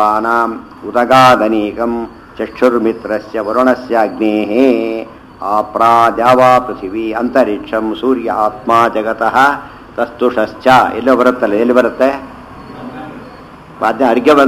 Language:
Kannada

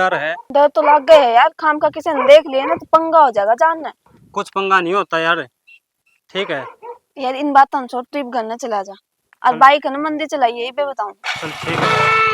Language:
Haryanvi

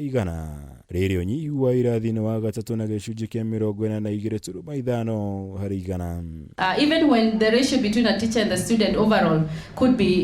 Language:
Kikuyu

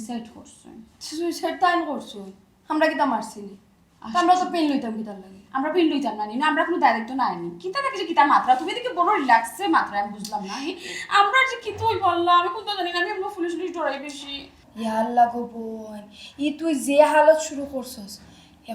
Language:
Sylheti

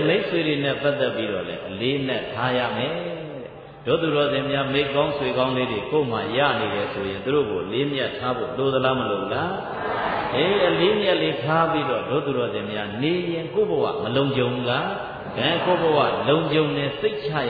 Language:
Burmese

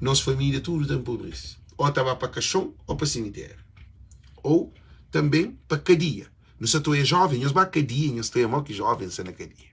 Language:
Kabuverdianu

